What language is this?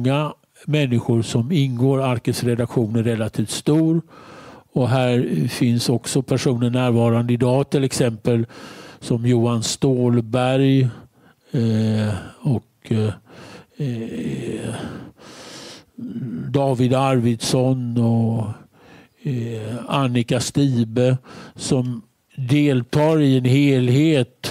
Swedish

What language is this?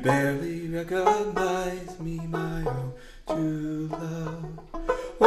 English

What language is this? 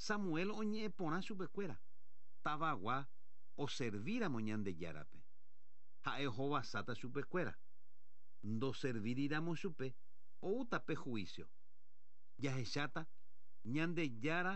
Guarani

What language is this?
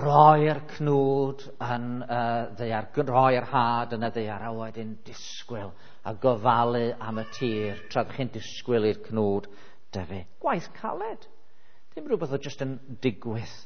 Welsh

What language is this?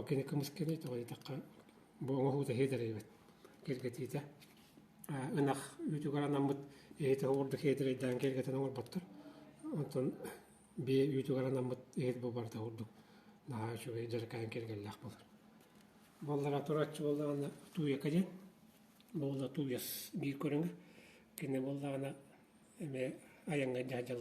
Yakut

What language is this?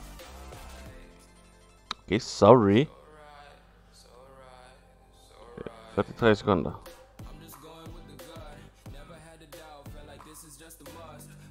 Swedish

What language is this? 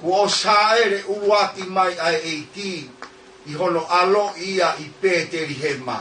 Tongan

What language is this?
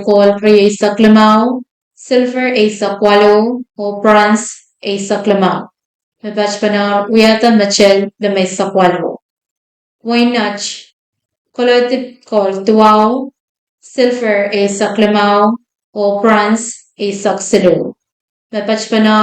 Pohnpeian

